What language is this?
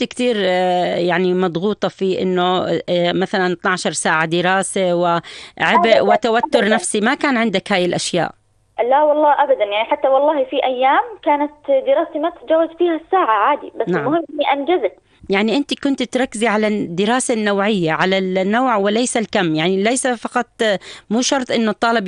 North Levantine Arabic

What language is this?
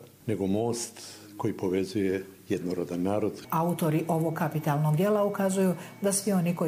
Croatian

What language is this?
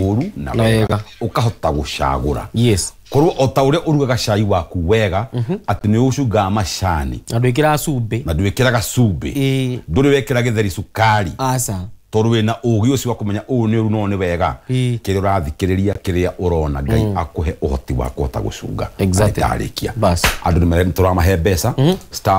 Kikuyu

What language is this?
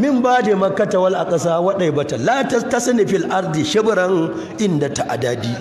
Hausa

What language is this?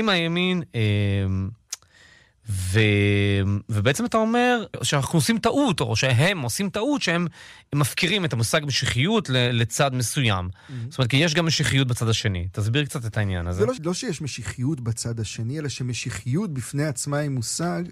Hebrew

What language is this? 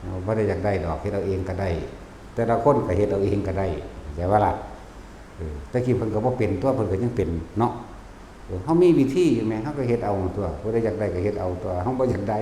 Northeastern Thai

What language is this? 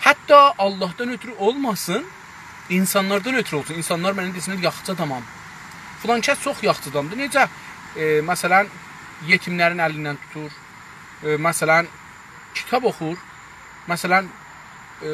South Azerbaijani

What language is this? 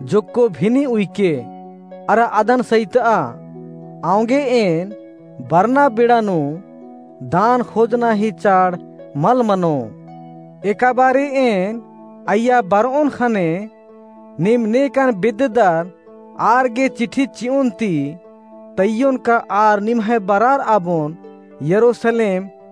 Kurukh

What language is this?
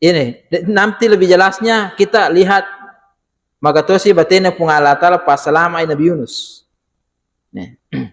Buginese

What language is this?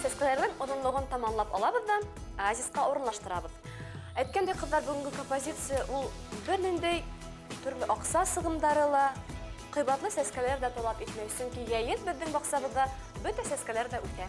Bashkir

